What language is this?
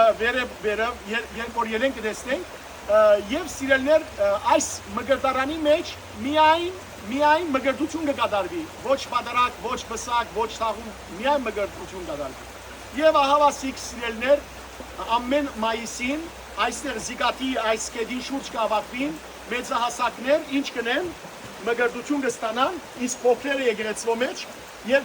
Western Armenian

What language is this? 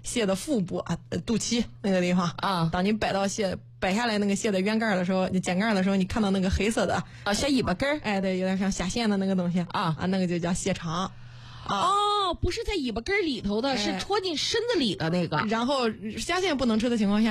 Chinese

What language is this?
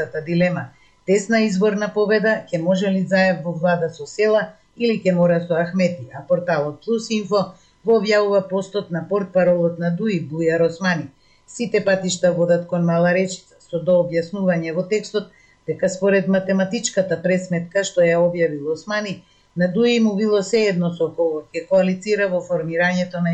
Macedonian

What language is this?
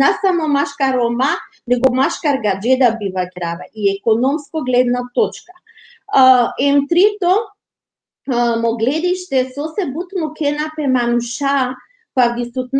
Balkan Romani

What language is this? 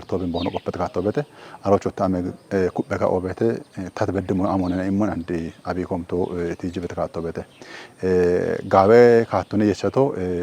Kafa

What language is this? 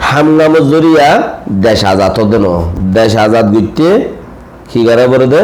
Rohingya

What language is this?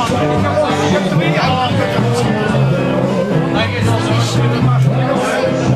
Dutch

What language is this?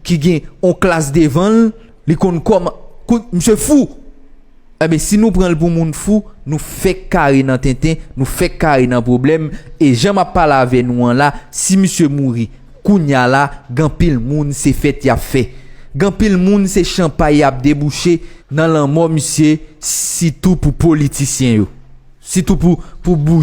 Haitian Creole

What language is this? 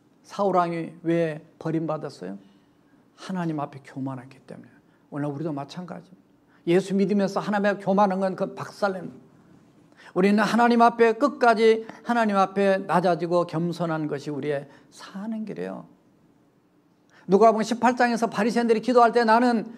Korean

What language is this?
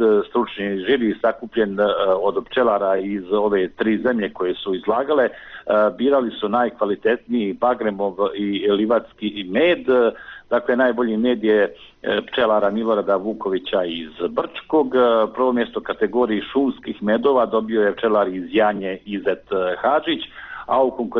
Bosnian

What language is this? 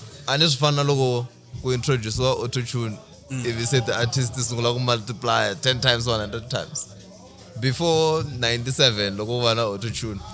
Tsonga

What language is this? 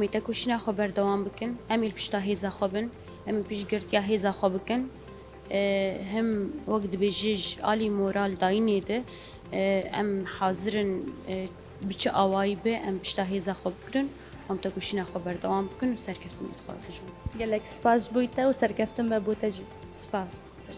Kurdish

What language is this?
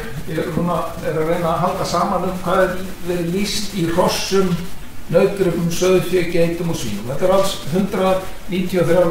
Icelandic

